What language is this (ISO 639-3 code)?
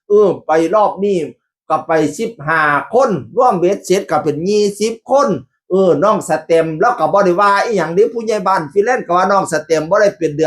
tts